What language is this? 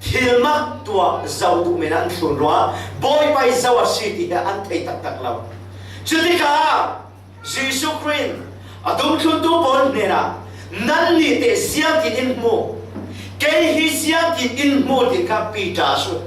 Falam Chin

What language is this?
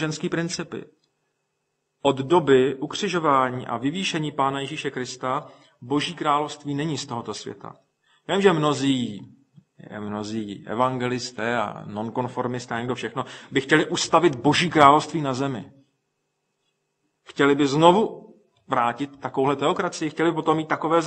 Czech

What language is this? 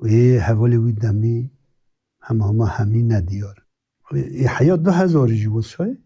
Kurdish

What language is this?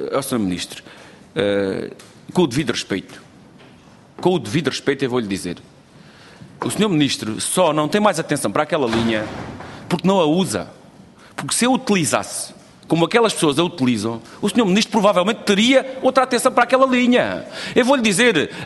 Portuguese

